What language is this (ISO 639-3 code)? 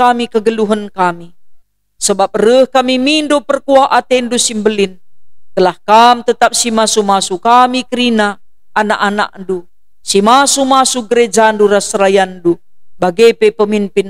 btx